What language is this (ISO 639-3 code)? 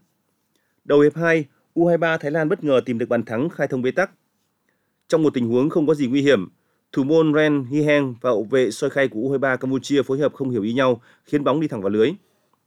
vie